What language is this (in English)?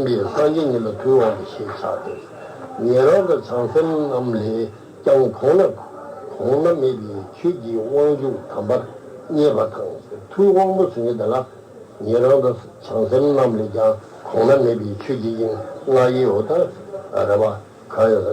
Tibetan